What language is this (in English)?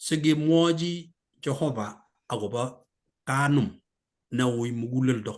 Kalenjin